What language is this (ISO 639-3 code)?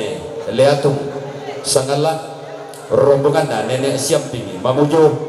sda